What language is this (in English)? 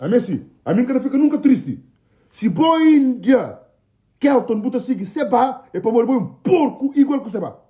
Kabuverdianu